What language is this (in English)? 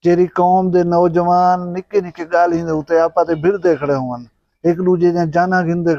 Saraiki